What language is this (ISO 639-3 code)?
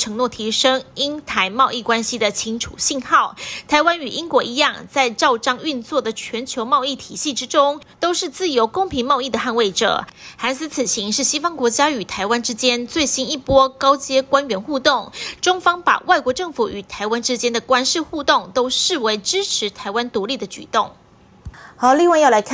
zho